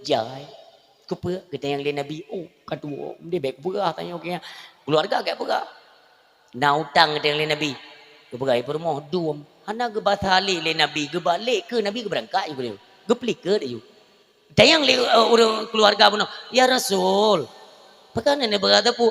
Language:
Achinese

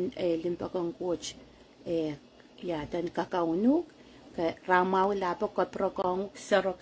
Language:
Pohnpeian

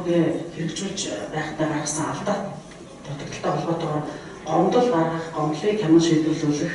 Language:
Mongolian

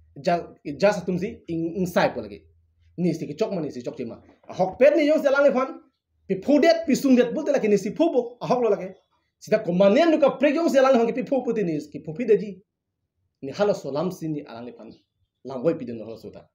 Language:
Karbi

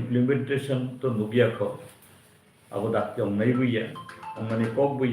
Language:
Kok Borok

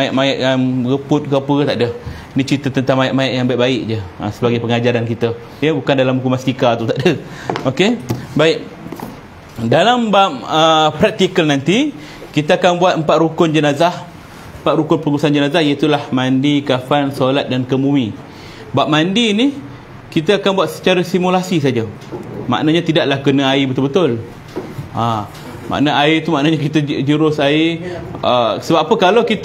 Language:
Malay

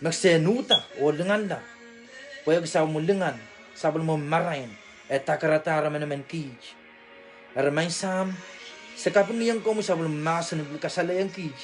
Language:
Pohnpeian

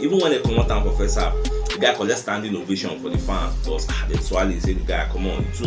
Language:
Nigerian Pidgin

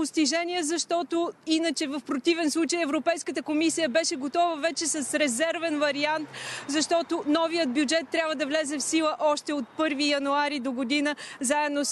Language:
Bulgarian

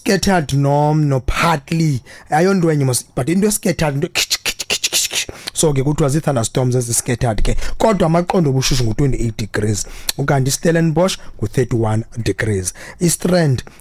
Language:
Xhosa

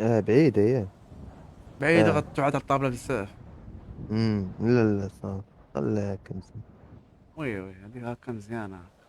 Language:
Moroccan Arabic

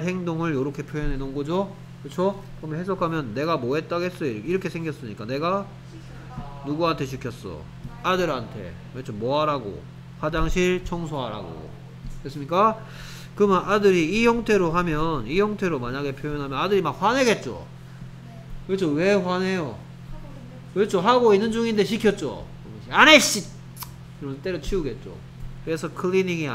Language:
Korean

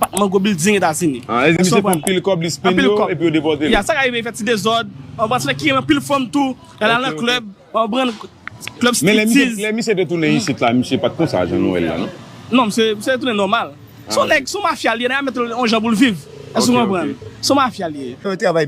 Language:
Haitian Creole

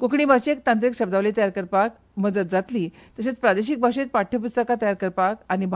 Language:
Konkani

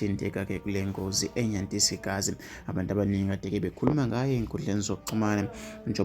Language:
Zulu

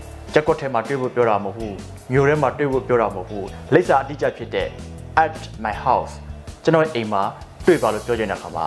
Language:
Burmese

